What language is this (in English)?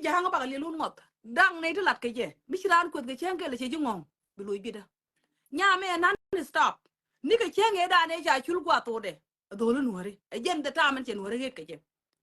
Nuer